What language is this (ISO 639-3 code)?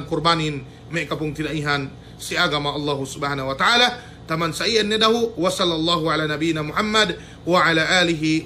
yka